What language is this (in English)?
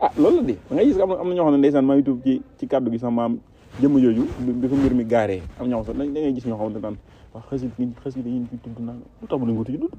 Wolof